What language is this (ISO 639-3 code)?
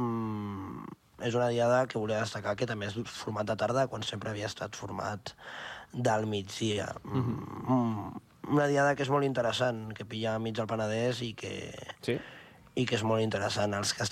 cat